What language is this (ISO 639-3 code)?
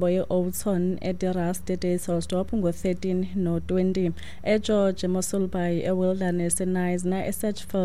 xho